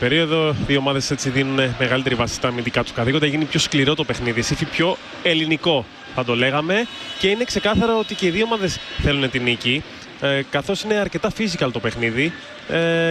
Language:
Greek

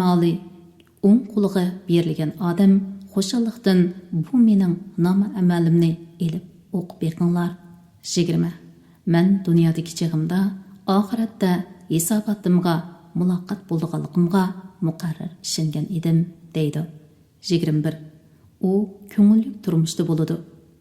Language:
Uyghur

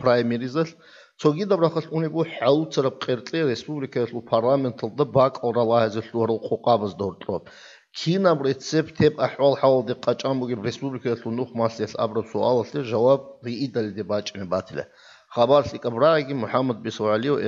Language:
Avaric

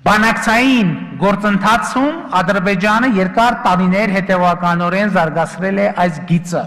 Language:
Armenian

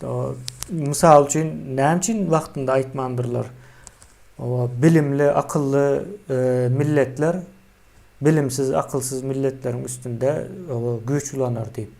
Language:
Turkmen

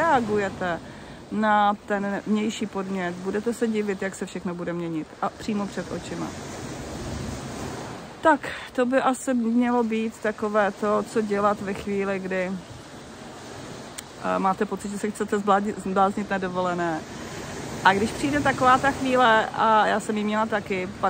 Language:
Czech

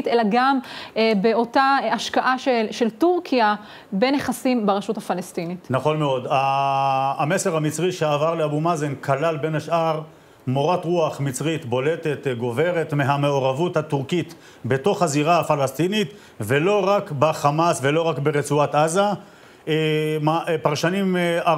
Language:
Hebrew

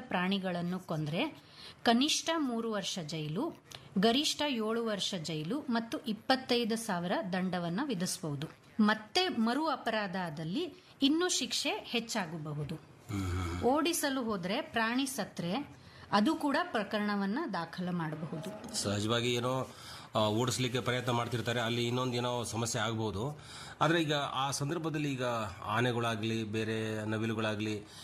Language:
Kannada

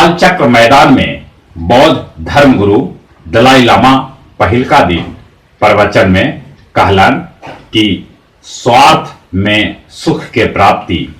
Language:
Magahi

